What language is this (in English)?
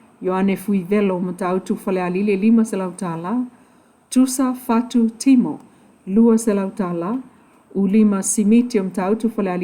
Samoan